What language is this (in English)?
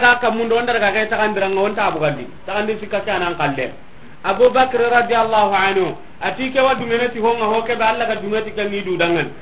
Soninke